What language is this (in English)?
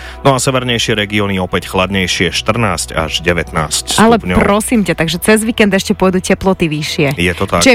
Slovak